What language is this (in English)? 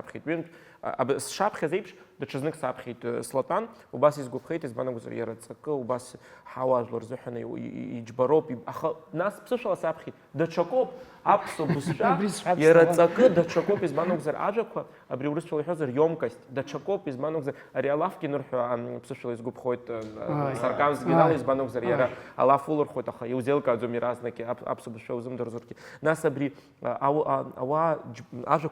Abkhazian